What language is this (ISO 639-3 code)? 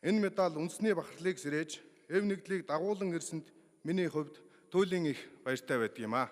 mon